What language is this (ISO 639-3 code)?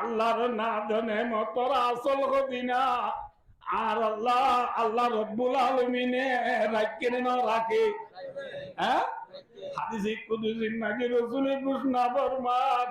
rhg